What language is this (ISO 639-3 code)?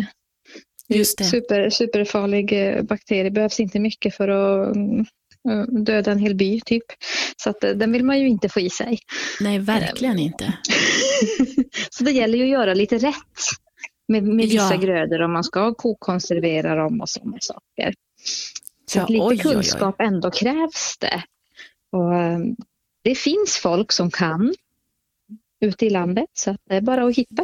swe